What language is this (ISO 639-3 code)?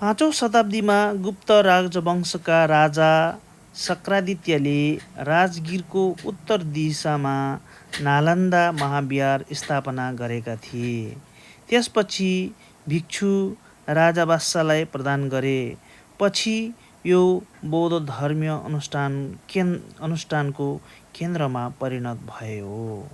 nep